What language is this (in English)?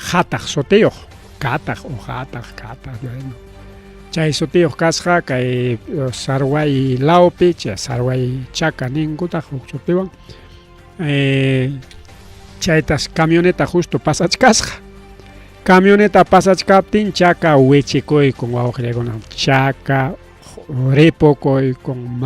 Ayacucho Quechua